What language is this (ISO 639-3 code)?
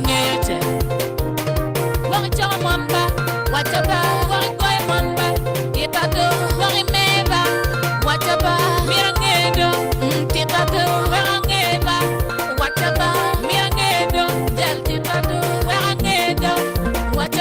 ach